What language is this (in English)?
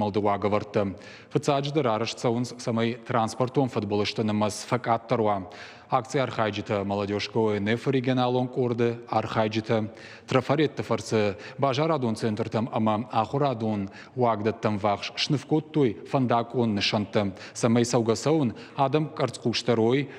Ossetic